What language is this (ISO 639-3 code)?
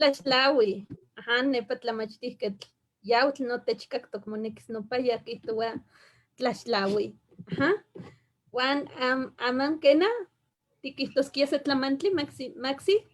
nhe